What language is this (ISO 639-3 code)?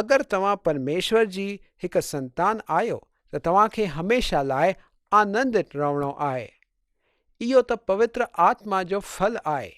snd